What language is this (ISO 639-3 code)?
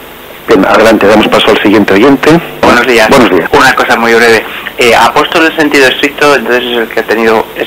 spa